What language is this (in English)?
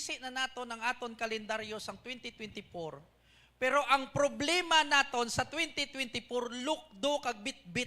Hiligaynon